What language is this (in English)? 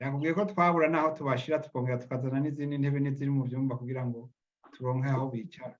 Rundi